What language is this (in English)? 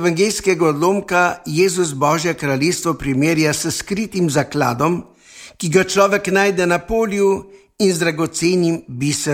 Slovenian